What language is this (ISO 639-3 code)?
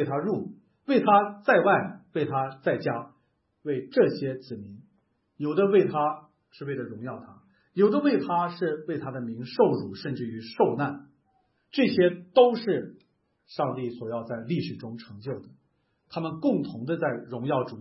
zho